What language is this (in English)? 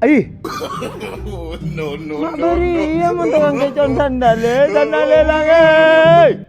Madurese